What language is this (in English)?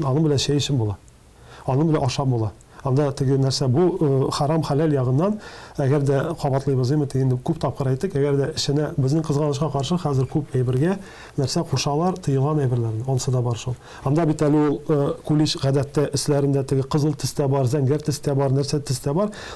Tatar